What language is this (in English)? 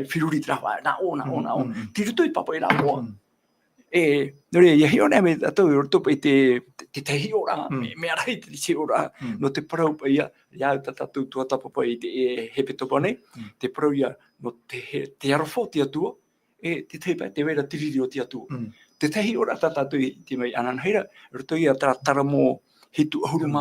Tahitian